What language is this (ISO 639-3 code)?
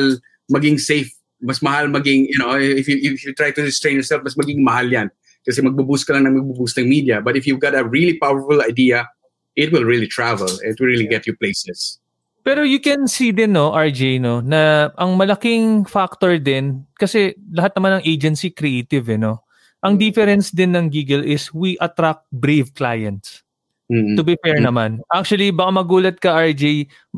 fil